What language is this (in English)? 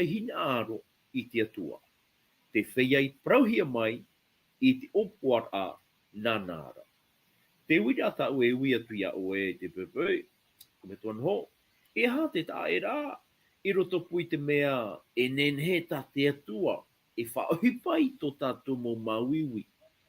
Tahitian